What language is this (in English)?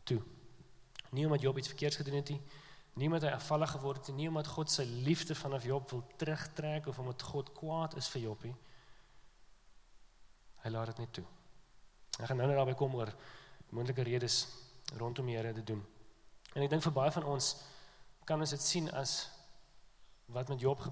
Afrikaans